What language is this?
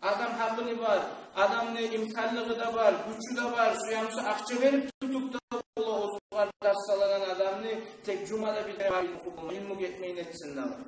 Kumyk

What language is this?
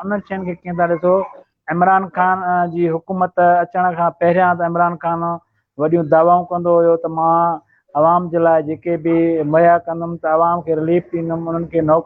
Sindhi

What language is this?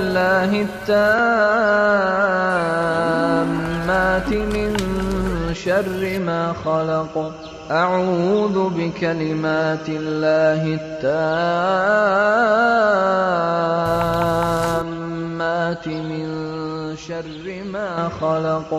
Kumyk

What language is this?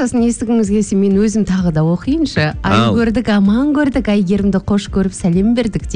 Kazakh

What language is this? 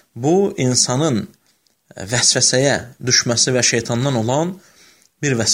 Azerbaijani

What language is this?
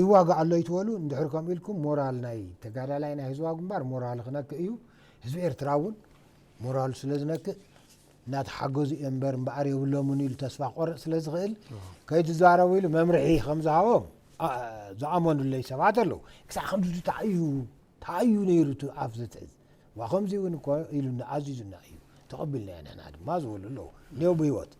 Tigrinya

